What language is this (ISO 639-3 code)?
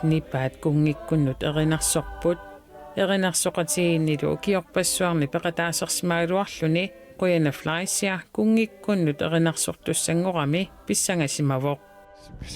kal